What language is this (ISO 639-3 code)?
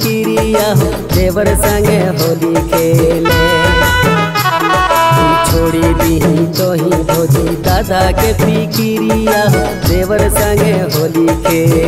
bho